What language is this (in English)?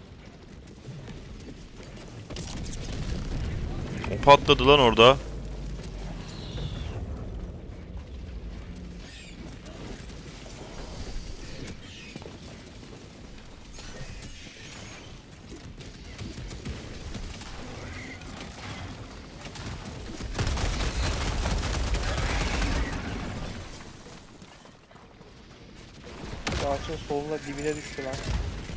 Turkish